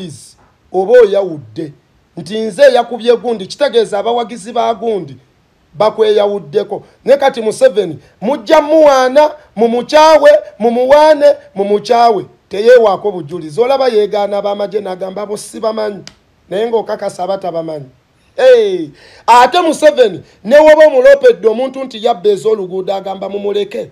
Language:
Ganda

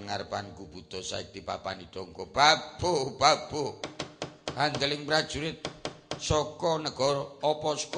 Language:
Javanese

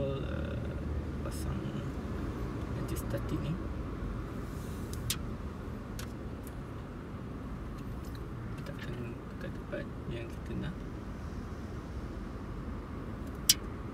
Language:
Malay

